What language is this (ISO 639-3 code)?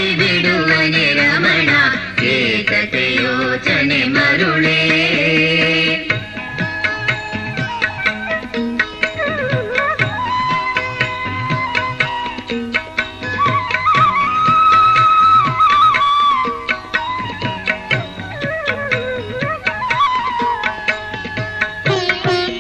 kan